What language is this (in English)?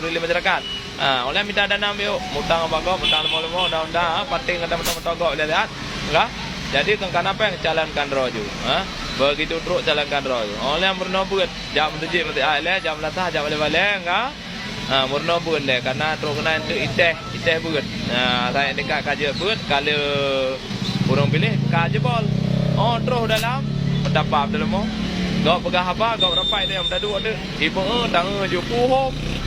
Achinese